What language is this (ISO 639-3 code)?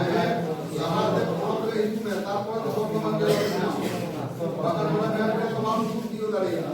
sat